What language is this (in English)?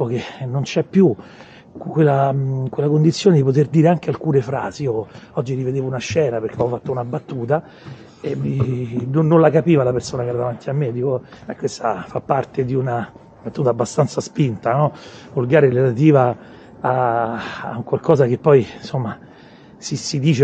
Italian